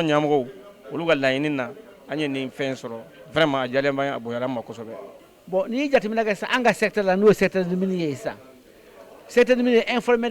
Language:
Bambara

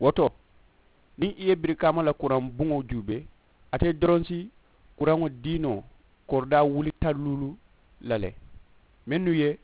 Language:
Mandingo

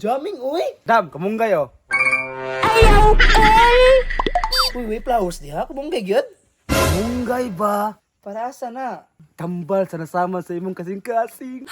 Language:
Cebuano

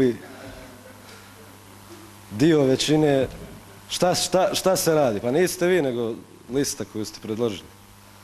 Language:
Bosnian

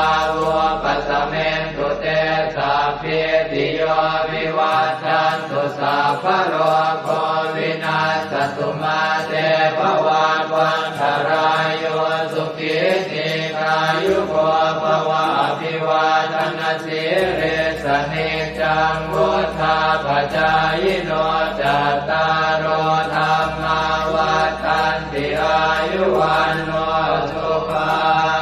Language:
Pali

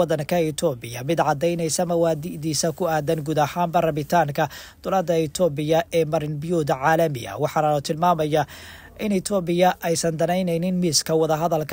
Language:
Somali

